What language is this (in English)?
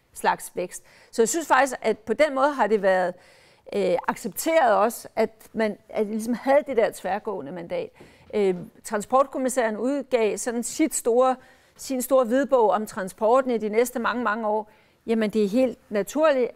Danish